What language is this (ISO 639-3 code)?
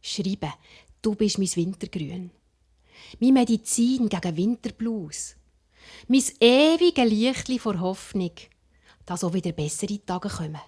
gsw